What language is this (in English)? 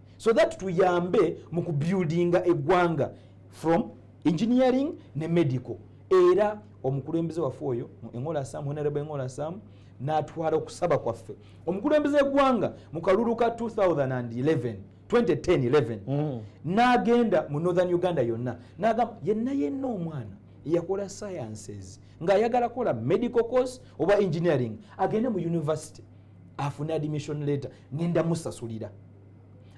Ganda